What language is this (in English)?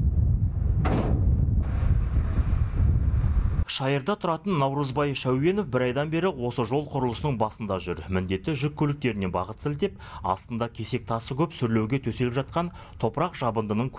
Kazakh